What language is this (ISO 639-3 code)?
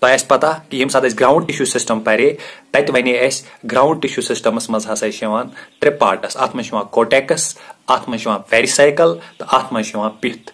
kas